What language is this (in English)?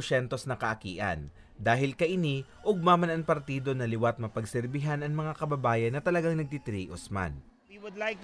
Bikol